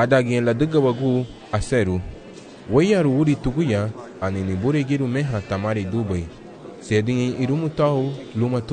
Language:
Garifuna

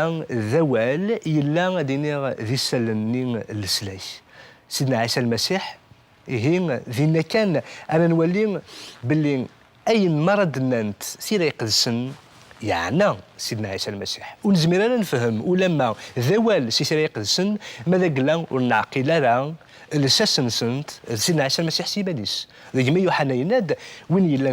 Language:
Kabyle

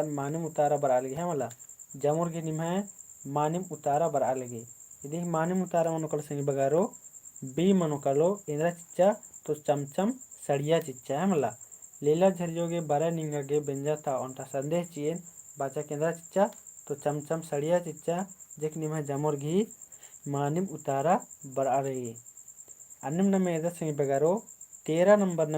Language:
Kurukh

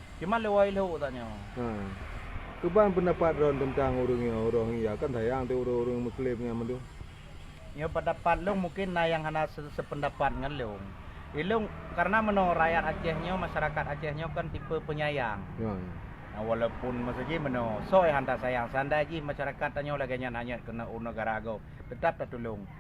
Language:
Achinese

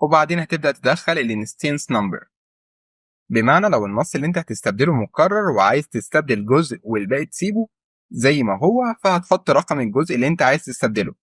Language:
Egyptian Arabic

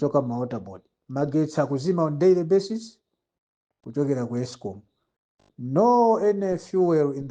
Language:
Nyanja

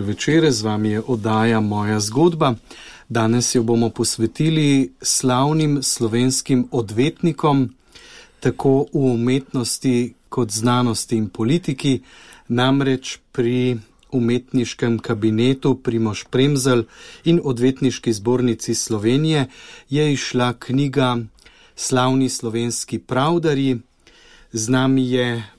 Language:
Slovenian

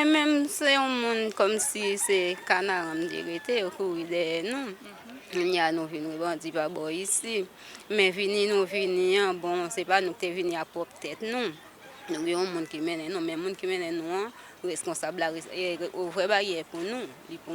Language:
Haitian Creole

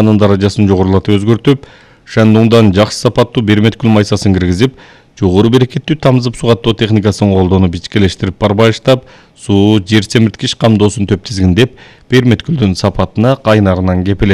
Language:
Kyrgyz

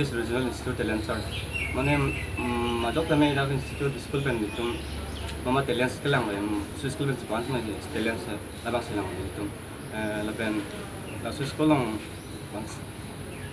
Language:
Karbi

